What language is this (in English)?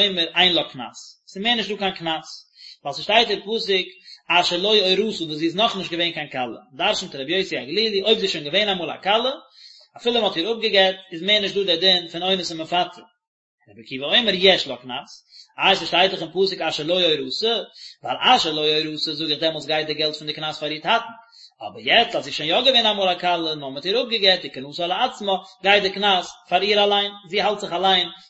Yiddish